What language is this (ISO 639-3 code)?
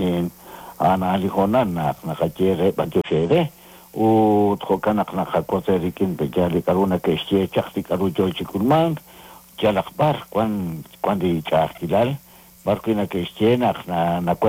kek